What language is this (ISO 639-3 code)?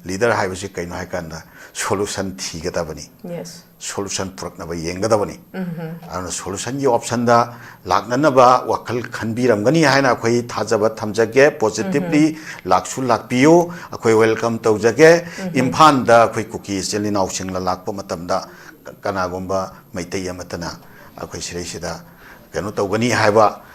mni